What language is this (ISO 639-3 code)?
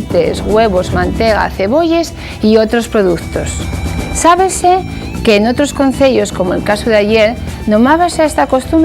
ast